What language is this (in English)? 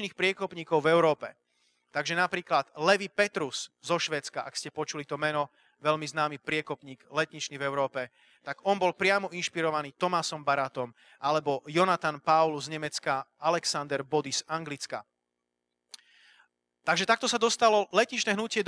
Slovak